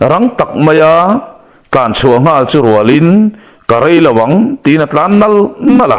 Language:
Mizo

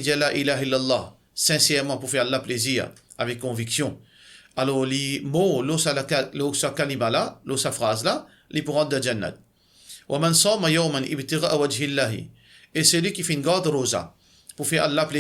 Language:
Morisyen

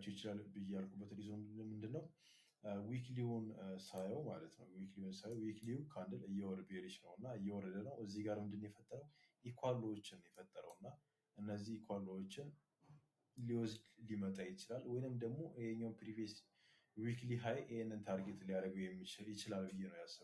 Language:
Amharic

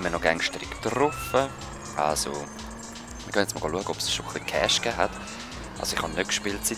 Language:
Swiss German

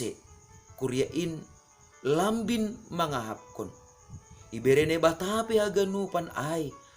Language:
Batak Simalungun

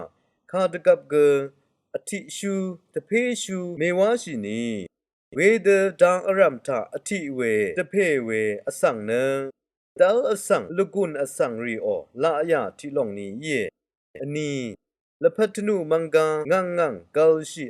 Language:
Rawang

